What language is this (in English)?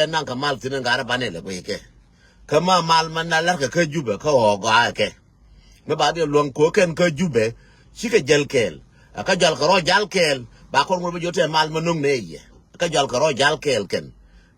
Nuer